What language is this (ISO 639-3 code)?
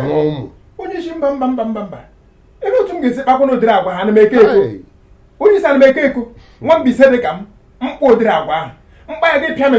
ibo